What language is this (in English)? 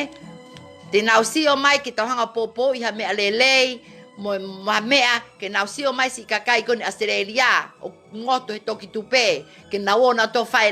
Tongan